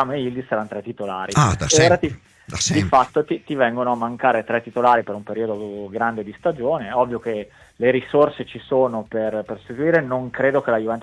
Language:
Italian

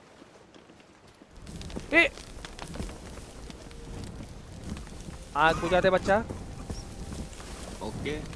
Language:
Hindi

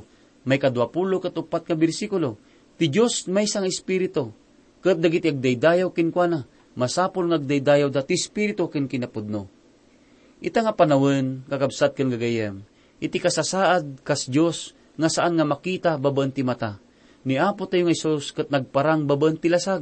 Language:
Iloko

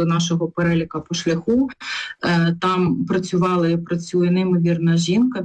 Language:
Ukrainian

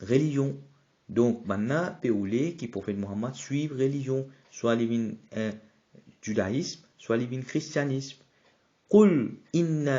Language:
Morisyen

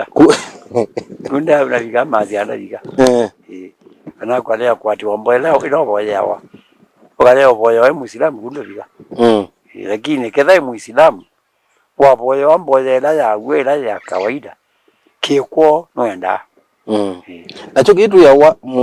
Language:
Kamba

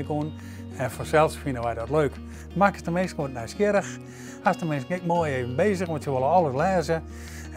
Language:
Western Frisian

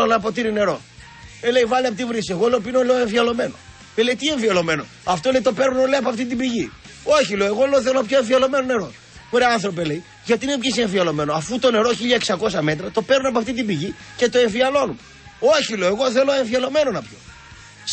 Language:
Greek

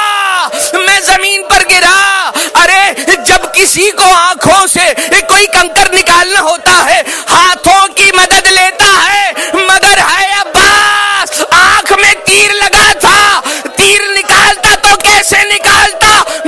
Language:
Urdu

